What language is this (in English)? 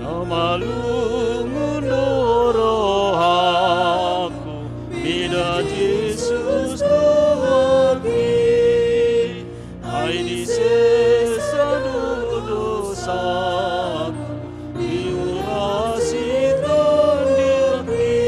Batak Toba